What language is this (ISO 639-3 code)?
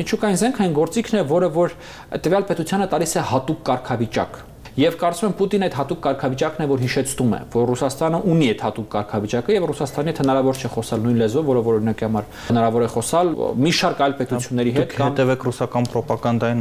hye